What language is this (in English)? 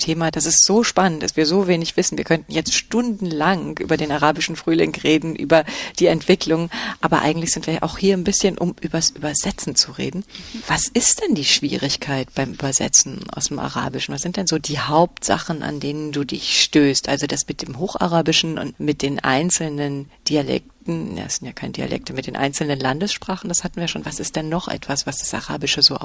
German